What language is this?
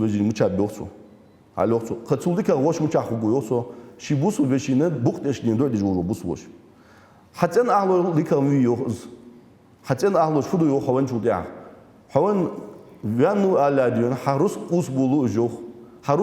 Ingush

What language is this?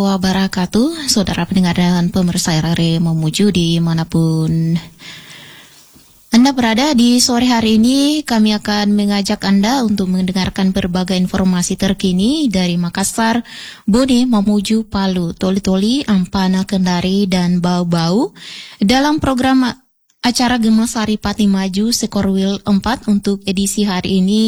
Indonesian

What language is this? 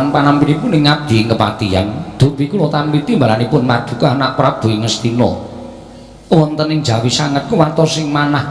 Javanese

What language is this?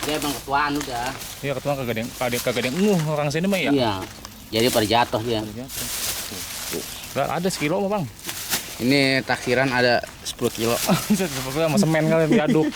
Betawi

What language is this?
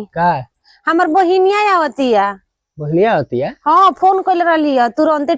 Bhojpuri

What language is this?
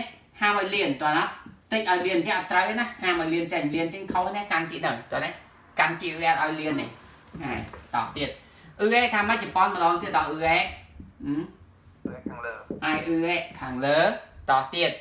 Khmer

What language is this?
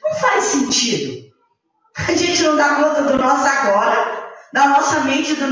Portuguese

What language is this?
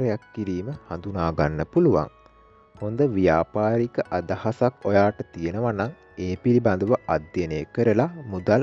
Sinhala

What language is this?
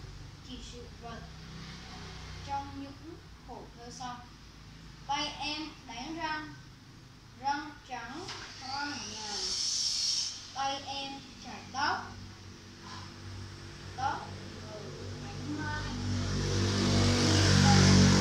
Vietnamese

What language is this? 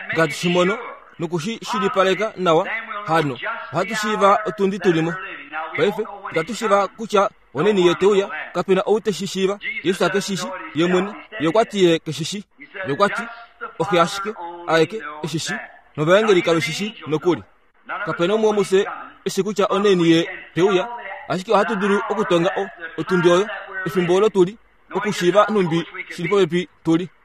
Kuanyama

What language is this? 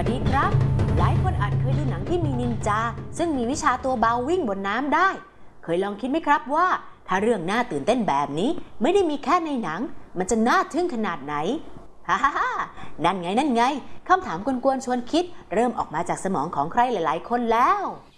Thai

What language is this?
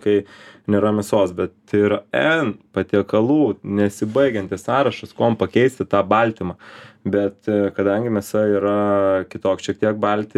Lithuanian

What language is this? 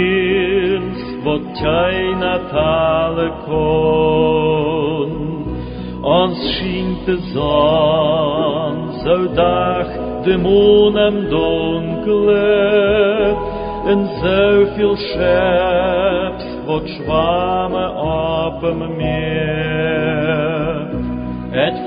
Plautdietsch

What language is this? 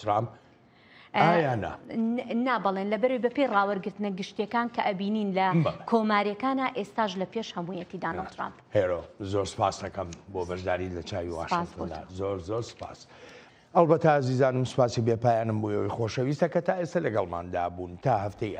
Central Kurdish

